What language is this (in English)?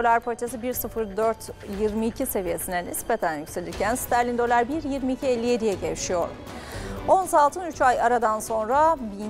Turkish